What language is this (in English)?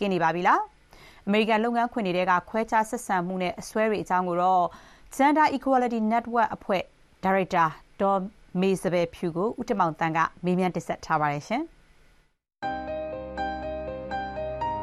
Burmese